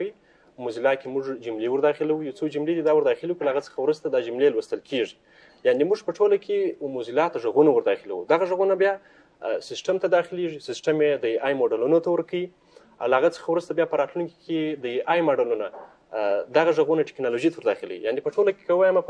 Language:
Pashto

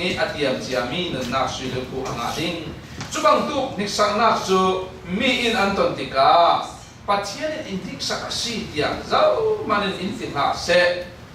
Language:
Falam Chin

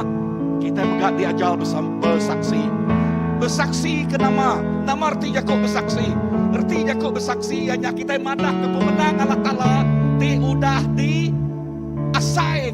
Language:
Iban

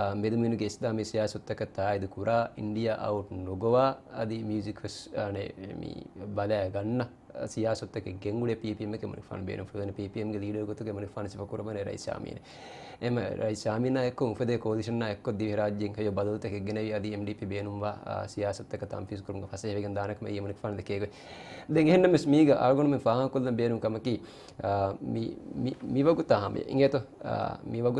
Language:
Divehi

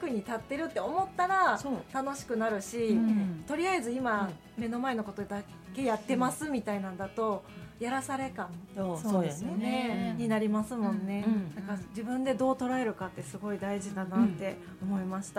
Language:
Japanese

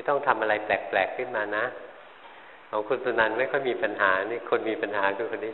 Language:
Thai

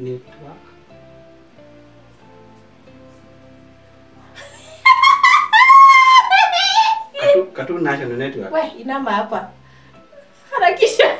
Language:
Swahili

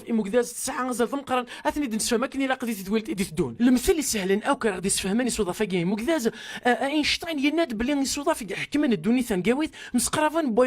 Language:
Kabyle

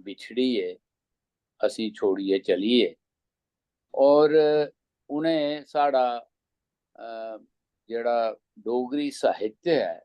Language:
Dogri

